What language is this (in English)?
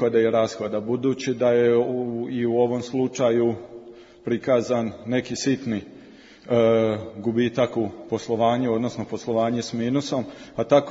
Croatian